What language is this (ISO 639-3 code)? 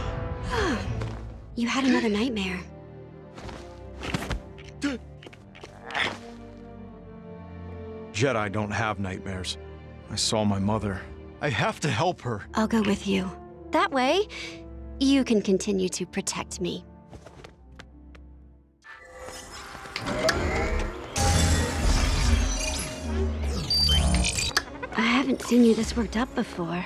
eng